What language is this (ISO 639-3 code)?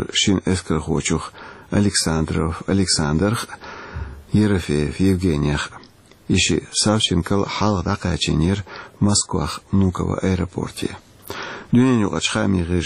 che